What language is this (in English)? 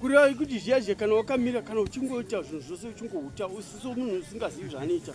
Shona